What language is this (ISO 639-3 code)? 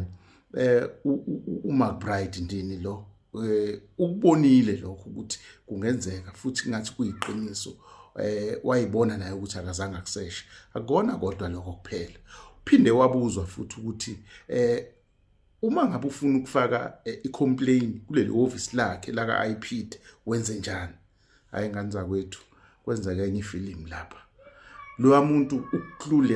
zul